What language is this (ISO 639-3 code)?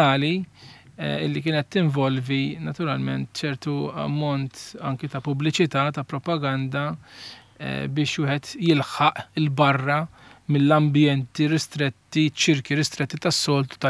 mlt